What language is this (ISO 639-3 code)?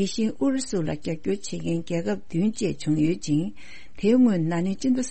bod